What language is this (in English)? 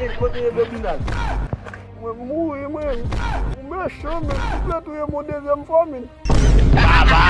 Haitian Creole